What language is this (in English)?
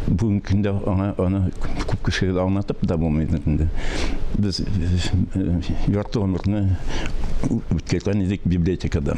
Tatar